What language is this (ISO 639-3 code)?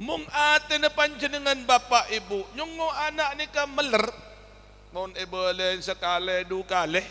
mad